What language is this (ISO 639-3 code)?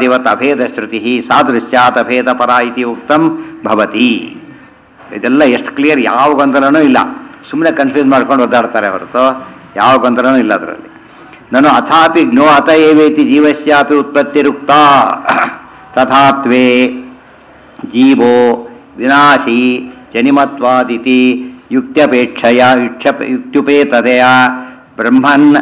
kan